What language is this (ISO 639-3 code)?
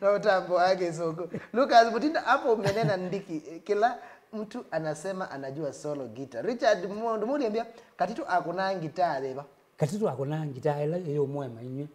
kam